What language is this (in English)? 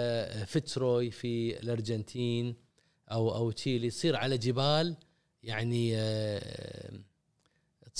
Gulf Arabic